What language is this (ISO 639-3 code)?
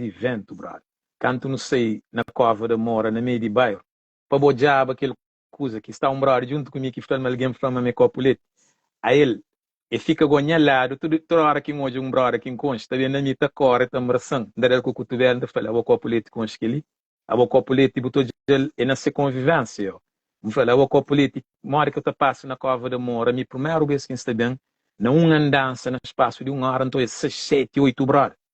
kea